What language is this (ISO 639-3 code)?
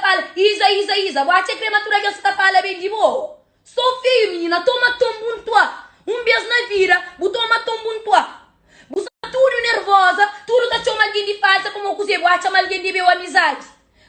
kea